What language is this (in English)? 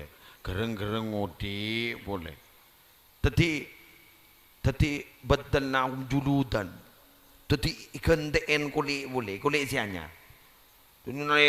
Madurese